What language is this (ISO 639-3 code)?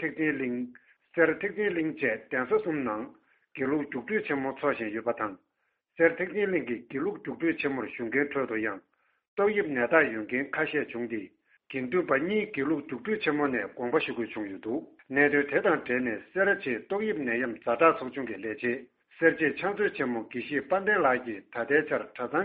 bod